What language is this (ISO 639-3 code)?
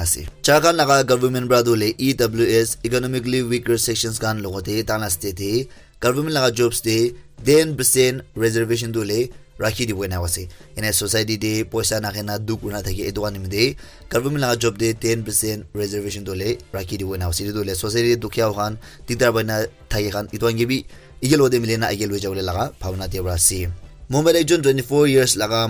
nag